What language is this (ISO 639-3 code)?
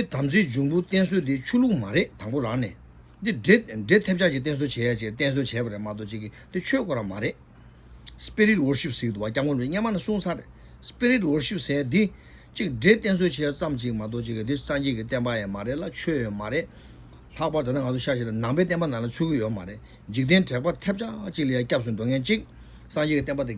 bod